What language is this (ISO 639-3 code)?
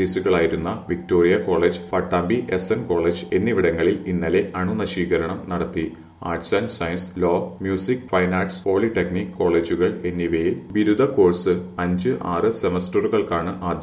mal